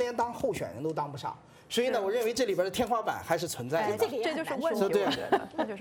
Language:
Chinese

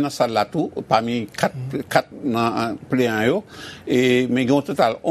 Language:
Haitian Creole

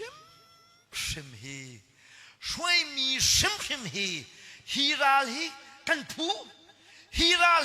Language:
Hakha Chin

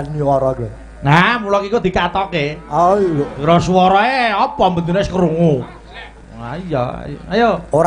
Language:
Javanese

